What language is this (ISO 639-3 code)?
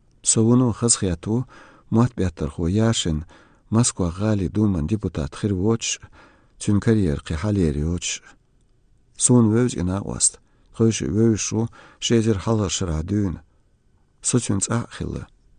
che